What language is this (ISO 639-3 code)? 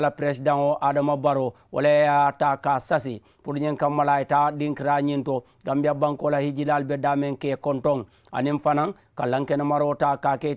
man